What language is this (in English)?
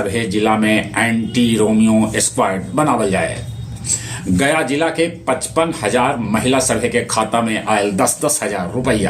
Magahi